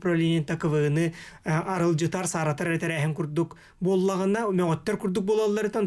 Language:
Yakut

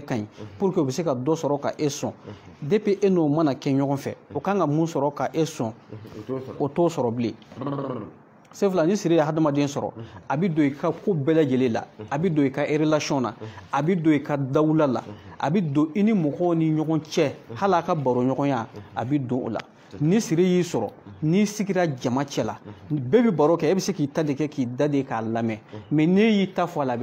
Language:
Bambara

